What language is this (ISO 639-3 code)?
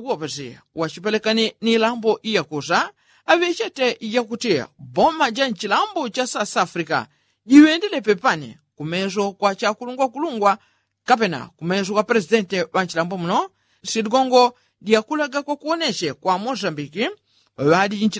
yao